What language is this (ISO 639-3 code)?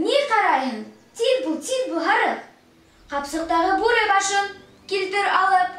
bak